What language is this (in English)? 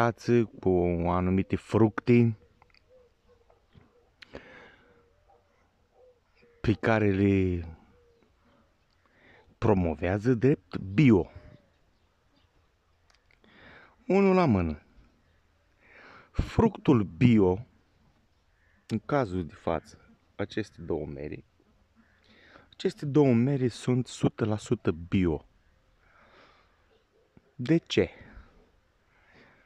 Romanian